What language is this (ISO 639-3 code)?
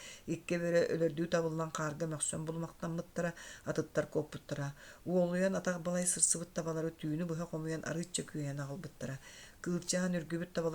sah